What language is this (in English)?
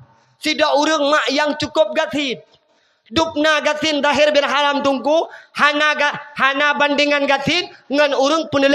Achinese